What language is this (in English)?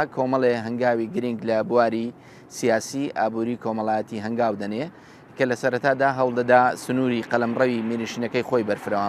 Central Kurdish